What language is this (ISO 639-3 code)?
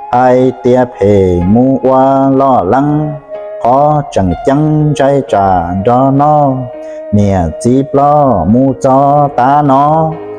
hmn